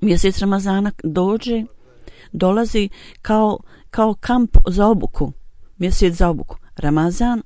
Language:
Bosnian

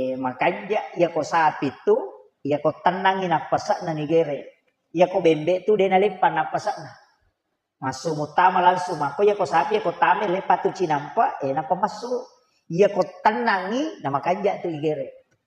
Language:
Buginese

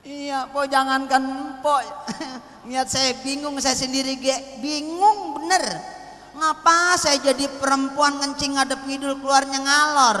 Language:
Betawi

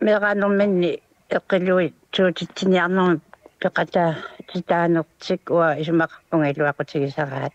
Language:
Kalaallisut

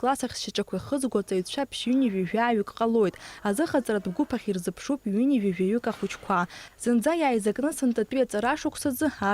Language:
Abkhazian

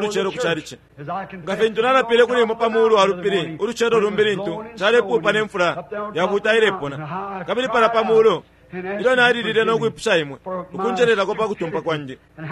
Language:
Bemba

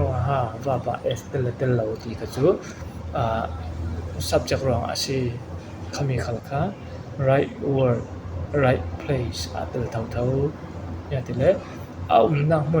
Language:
Falam Chin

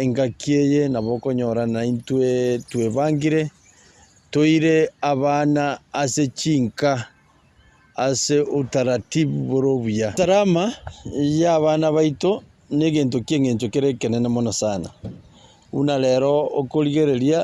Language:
Gusii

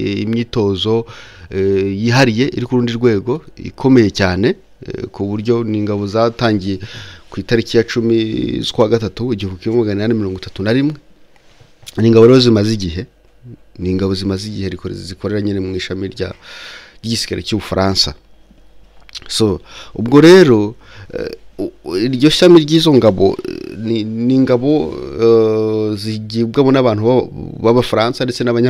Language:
Kinyarwanda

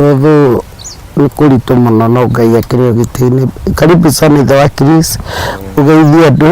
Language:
Kikuyu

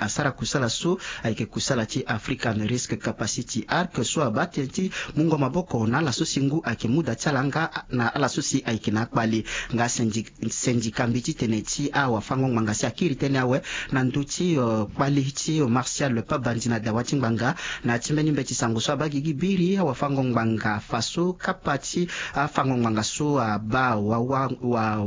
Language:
Sango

